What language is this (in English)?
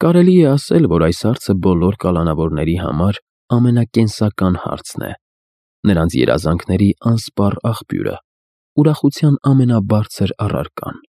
Armenian